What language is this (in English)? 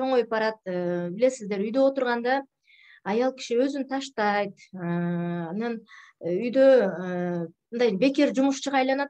Kyrgyz